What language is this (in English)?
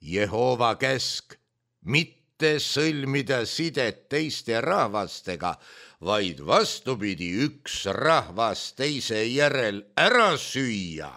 Estonian